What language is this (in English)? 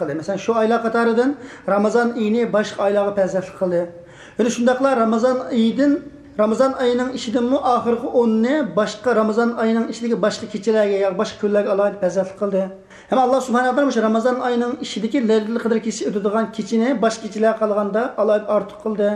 Uyghur